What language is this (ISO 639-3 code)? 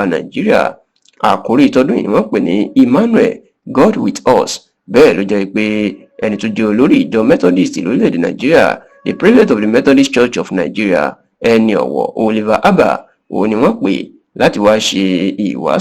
yor